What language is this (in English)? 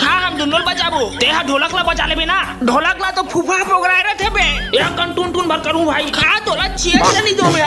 Chhattisgarhi